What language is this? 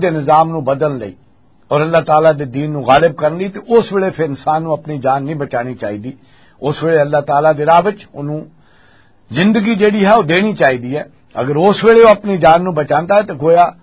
Western Panjabi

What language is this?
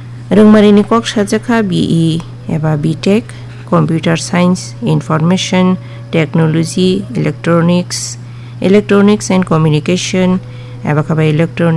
Kok Borok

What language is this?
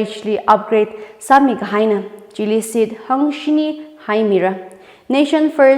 Tangkhul Naga (India)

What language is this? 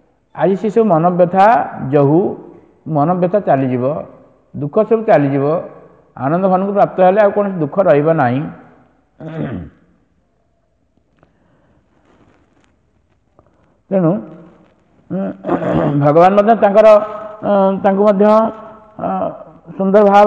Odia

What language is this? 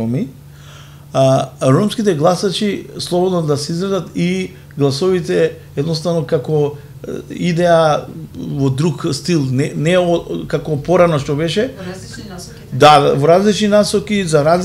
Macedonian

